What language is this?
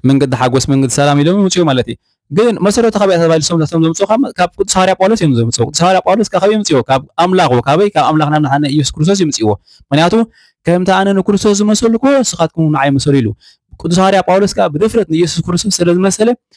Tigrinya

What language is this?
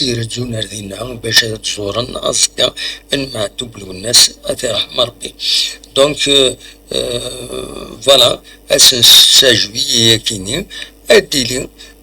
Kabyle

